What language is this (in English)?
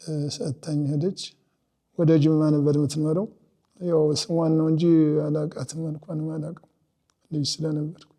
Amharic